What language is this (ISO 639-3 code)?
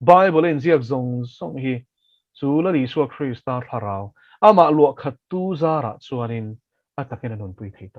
lus